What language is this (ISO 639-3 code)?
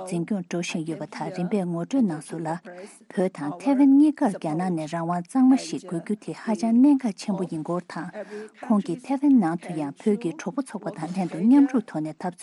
bod